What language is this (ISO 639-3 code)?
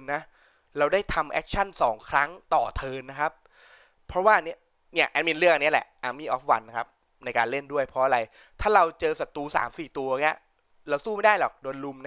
tha